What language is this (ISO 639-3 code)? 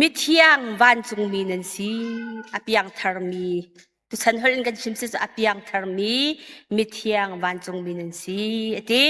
cnh